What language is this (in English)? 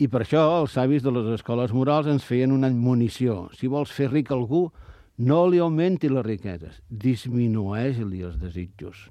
Catalan